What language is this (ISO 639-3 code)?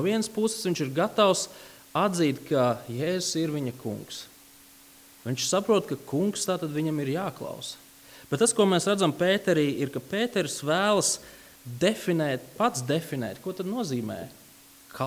lav